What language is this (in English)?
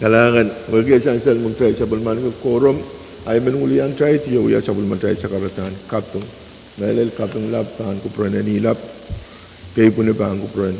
Pohnpeian